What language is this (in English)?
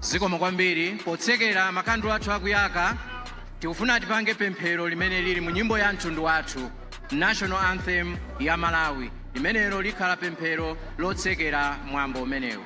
Nyanja